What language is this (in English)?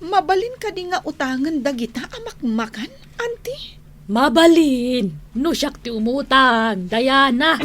Iloko